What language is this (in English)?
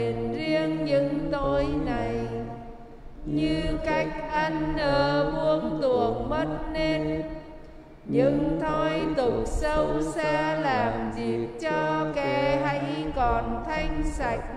Vietnamese